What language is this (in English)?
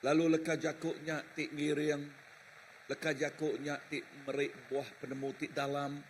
Iban